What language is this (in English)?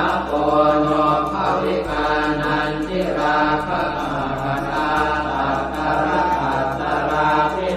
Pali